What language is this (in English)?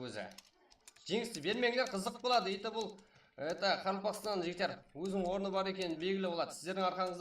Kara-Kalpak